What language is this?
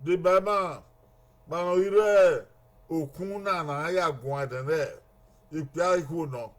Bini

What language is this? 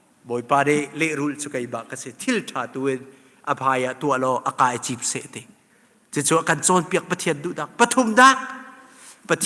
Hakha Chin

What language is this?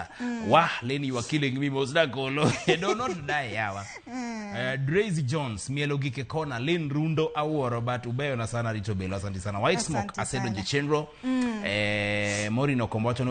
Luo (Kenya and Tanzania)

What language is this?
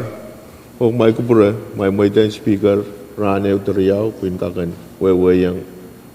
Pohnpeian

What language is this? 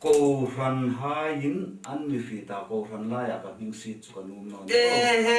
Hmar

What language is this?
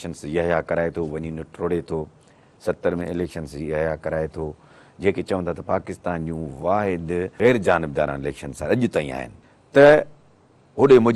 Sindhi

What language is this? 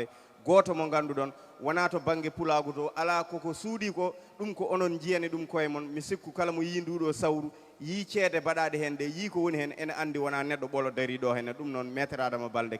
Fula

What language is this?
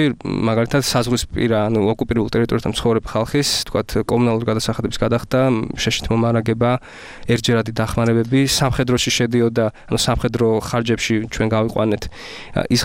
Georgian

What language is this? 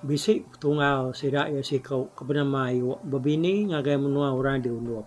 Iban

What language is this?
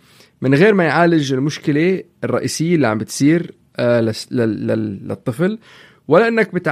North Levantine Arabic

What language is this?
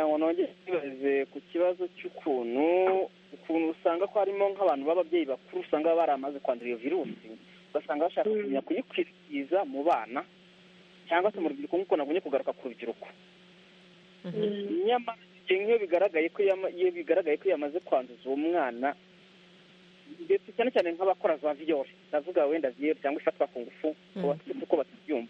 Kinyarwanda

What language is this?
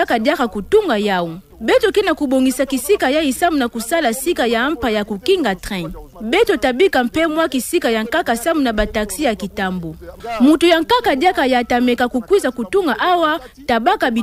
Kituba (Democratic Republic of Congo)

